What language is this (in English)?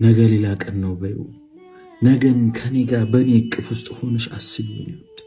Amharic